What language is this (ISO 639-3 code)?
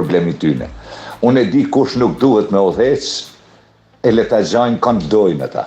sqi